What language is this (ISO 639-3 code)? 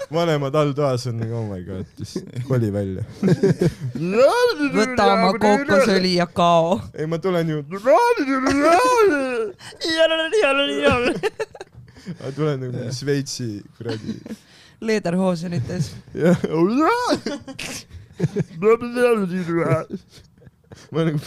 est